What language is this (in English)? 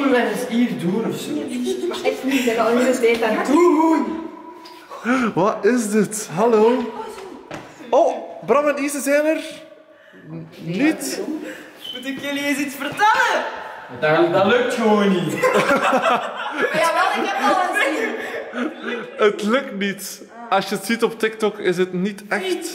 Dutch